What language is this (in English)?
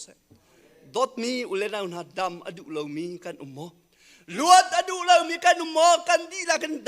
Hakha Chin